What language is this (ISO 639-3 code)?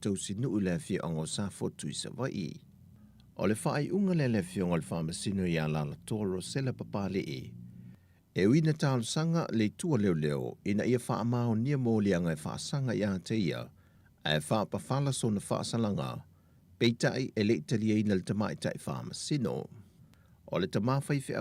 smo